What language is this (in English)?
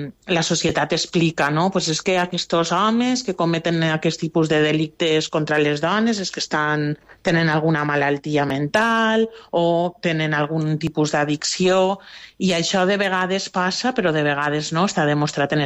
Catalan